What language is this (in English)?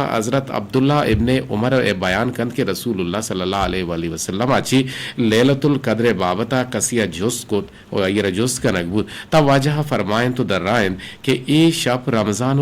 Eastern Balochi